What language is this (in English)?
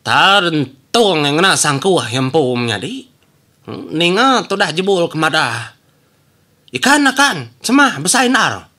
Iban